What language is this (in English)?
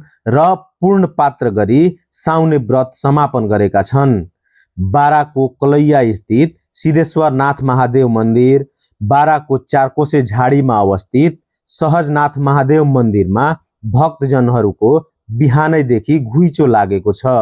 Nepali